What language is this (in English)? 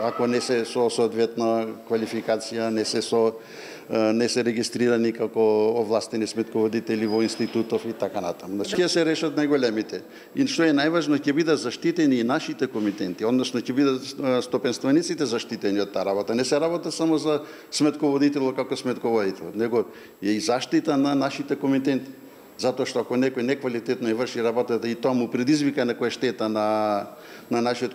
Macedonian